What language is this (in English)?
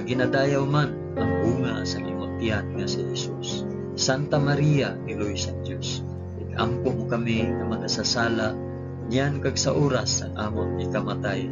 Hiligaynon